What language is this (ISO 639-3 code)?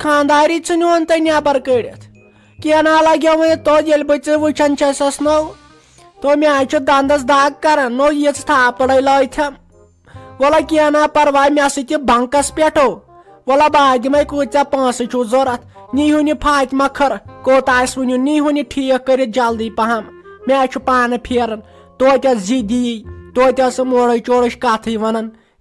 kas